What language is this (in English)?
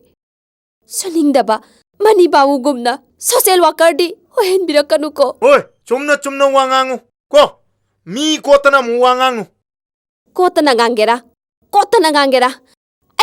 Manipuri